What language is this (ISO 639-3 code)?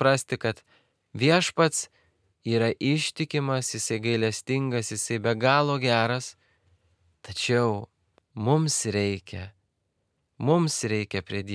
lit